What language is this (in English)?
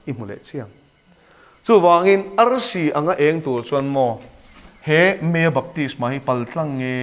Mizo